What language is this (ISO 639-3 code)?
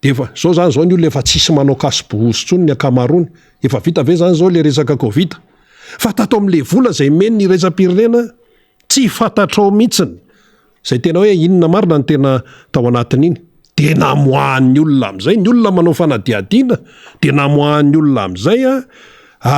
mlg